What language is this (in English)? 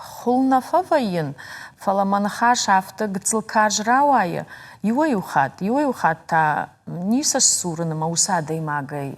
Ossetic